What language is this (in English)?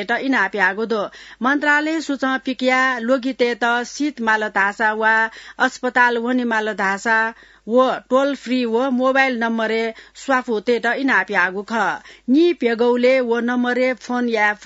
Newari